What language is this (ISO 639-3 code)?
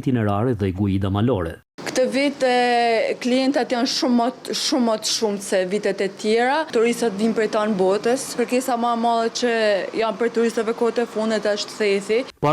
sqi